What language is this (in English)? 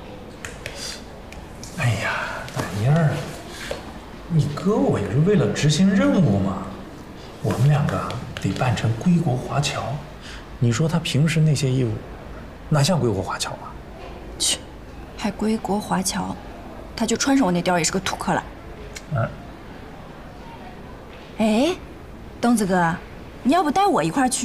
Chinese